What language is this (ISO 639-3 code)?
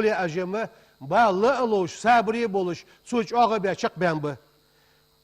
inh